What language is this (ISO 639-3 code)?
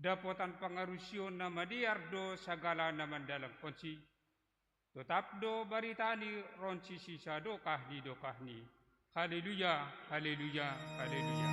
bts